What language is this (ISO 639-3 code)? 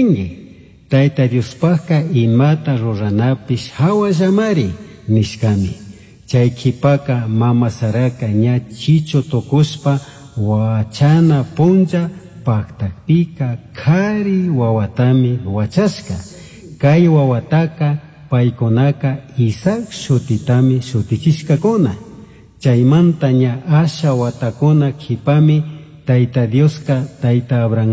qug